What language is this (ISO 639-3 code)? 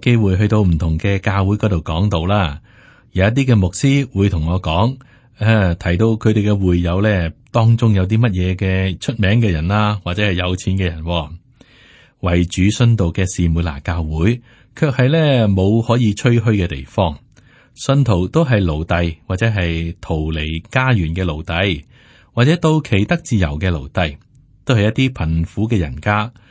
yue